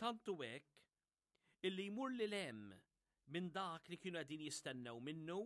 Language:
Maltese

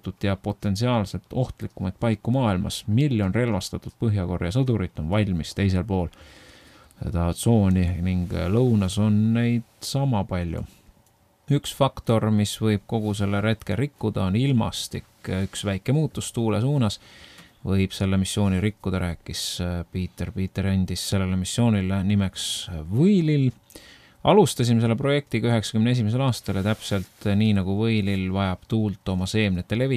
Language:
Estonian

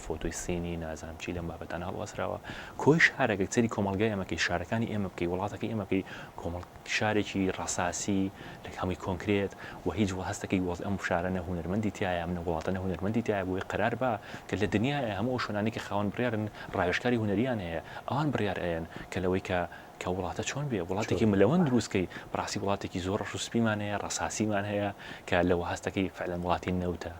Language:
Central Kurdish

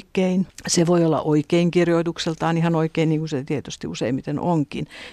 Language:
Finnish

